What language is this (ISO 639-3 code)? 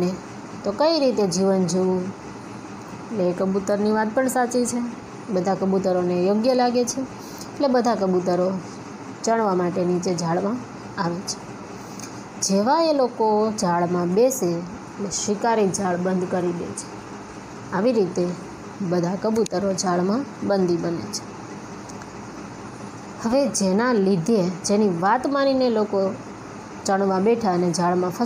guj